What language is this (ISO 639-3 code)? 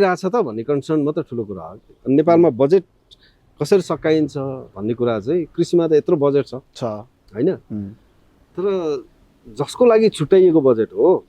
nep